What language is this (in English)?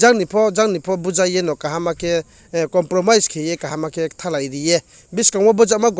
Riang (India)